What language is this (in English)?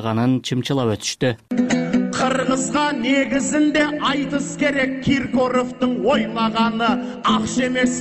Kyrgyz